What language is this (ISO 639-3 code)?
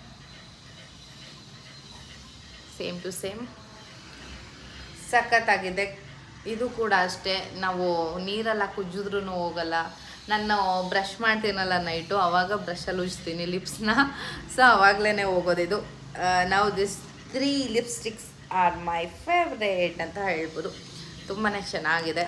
kan